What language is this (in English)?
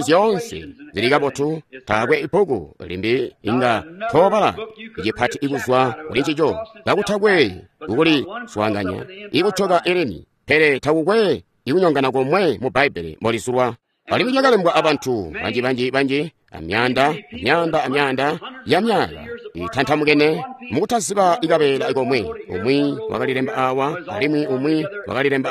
Tonga (Zambia)